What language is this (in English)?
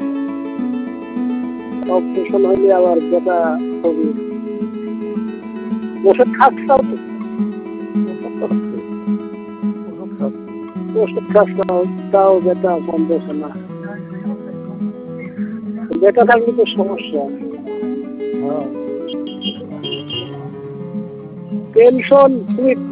Bangla